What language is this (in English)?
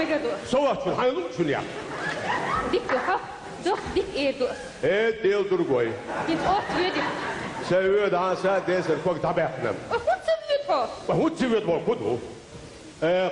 Chechen